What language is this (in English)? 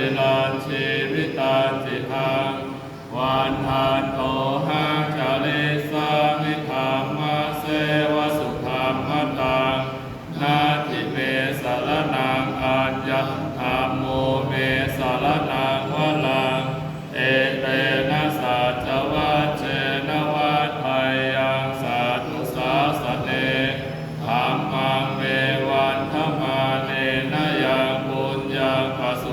Pali